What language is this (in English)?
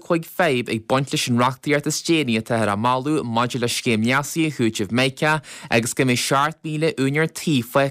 Irish